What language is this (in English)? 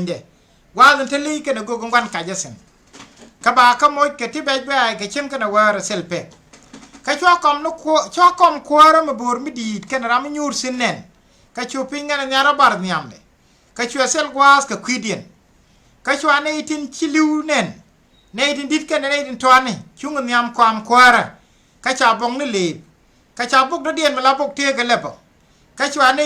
Nuer